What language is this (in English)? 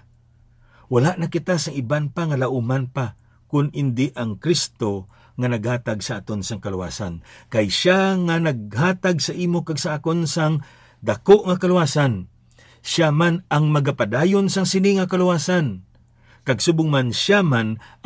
Hiligaynon